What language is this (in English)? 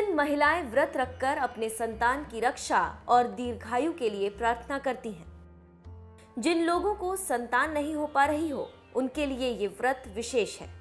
Hindi